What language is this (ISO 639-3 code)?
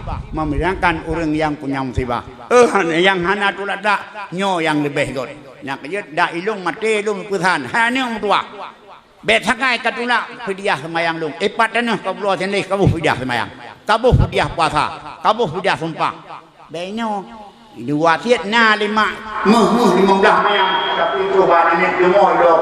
ace